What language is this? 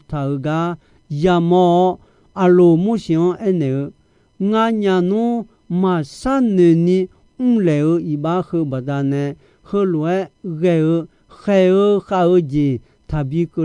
Akha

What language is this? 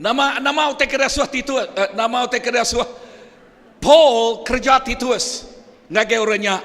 Iban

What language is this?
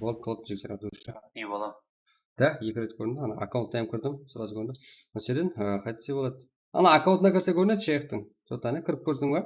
Kara-Kalpak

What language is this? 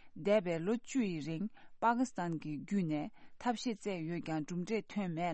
Tibetan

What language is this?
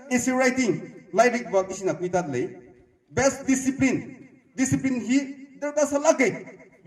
Tangkhul Naga (India)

